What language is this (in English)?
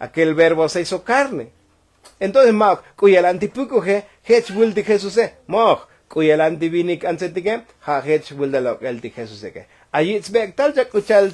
Tzotzil